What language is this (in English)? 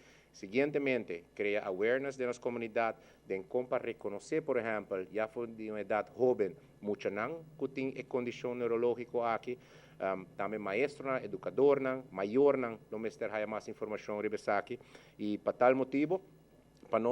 Papiamento